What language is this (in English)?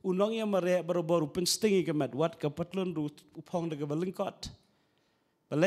Khasi